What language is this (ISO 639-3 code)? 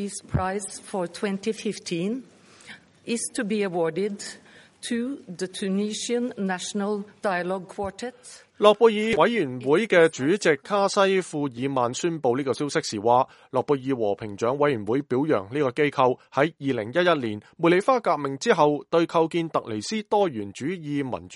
yue